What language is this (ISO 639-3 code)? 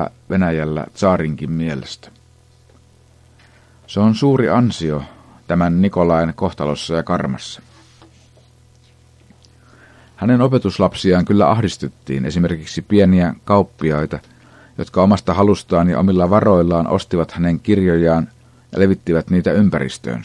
fin